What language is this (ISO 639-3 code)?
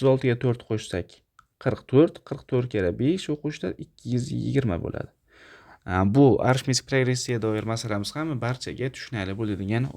uzb